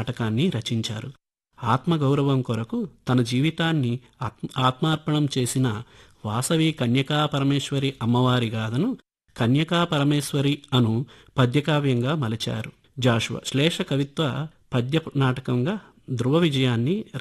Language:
Telugu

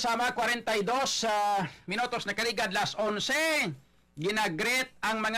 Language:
Hiligaynon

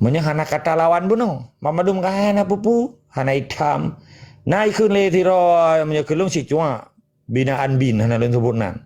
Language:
Achinese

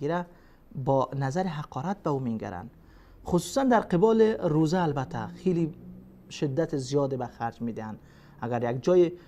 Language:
Persian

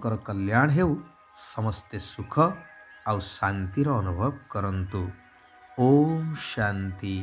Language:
Odia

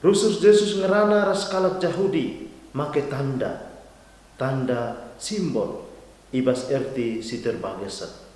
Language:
Batak Karo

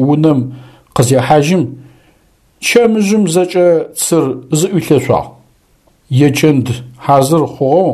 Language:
Adyghe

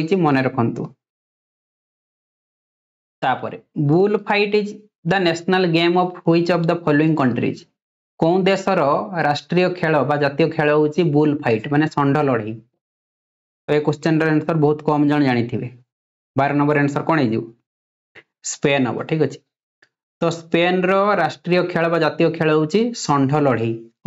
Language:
Odia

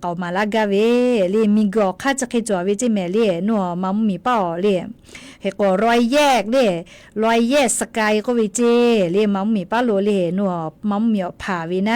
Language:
Lahu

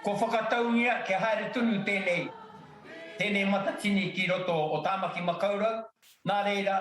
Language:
Māori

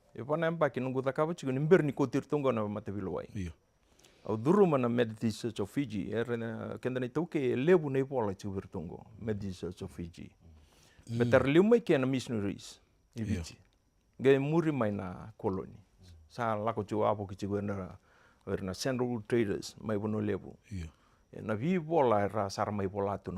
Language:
Fijian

